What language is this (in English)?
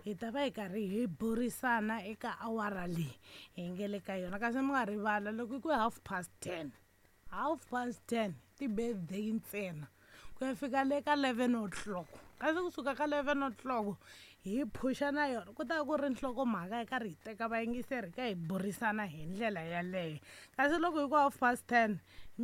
Tsonga